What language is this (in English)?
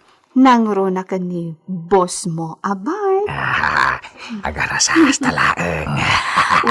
Iloko